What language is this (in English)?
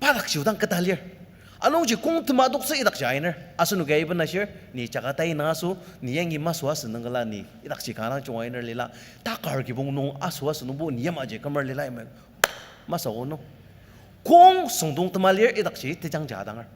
Ao Naga